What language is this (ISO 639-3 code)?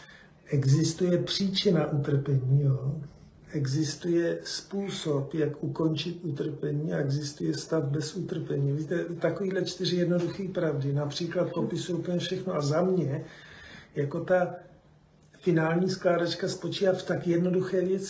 ces